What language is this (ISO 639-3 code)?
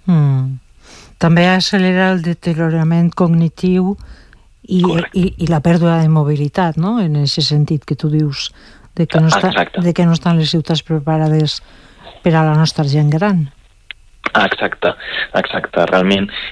cat